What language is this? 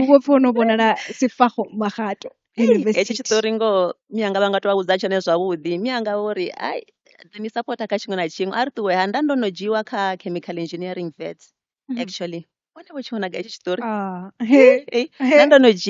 Venda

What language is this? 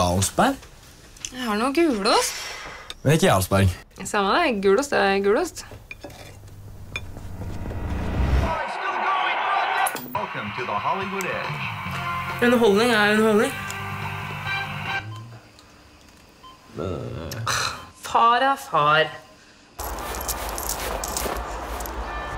Norwegian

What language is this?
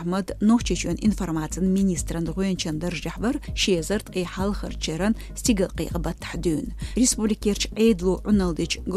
Chechen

